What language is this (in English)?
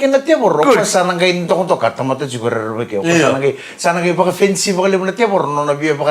Fijian